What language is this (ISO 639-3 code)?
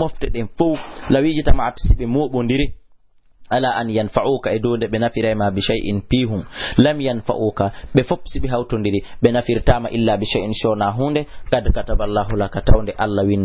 ful